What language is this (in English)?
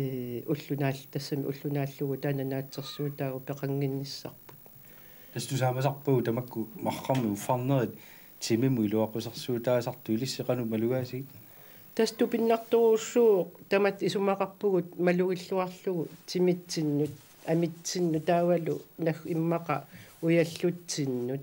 Kalaallisut